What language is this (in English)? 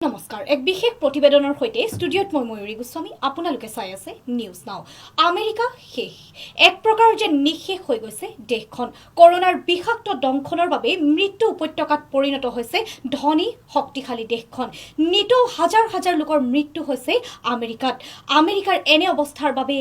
Assamese